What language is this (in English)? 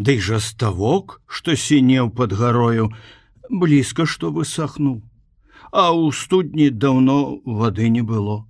Belarusian